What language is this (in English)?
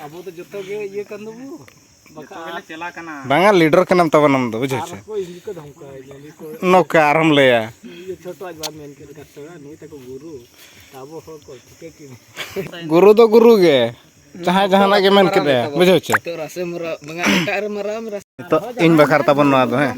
Santali